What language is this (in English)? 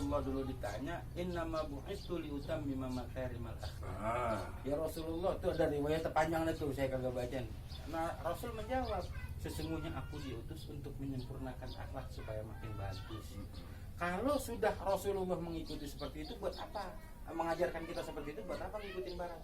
Betawi